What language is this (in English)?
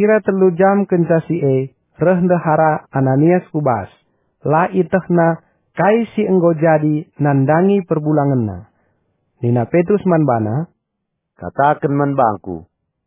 Batak Karo